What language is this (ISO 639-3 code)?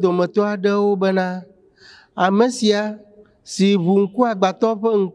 ewe